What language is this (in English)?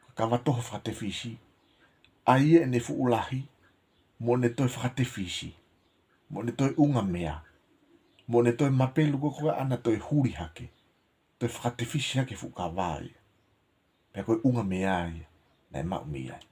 Tongan